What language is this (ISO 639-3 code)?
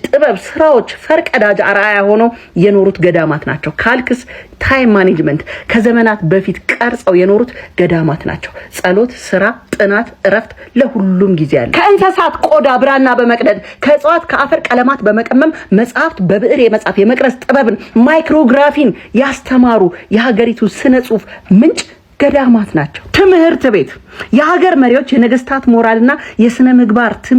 amh